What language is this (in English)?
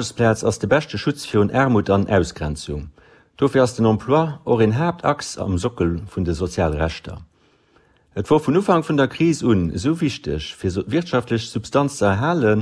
Luxembourgish